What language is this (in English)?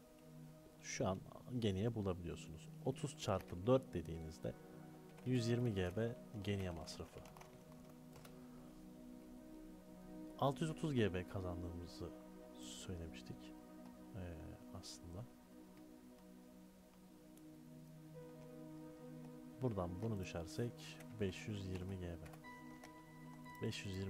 Turkish